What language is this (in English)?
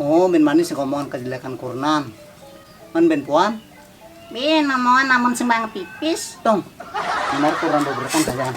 Balinese